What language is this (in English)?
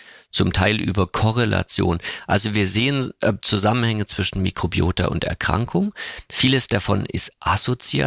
German